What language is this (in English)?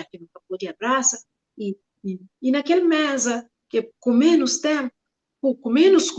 Kabuverdianu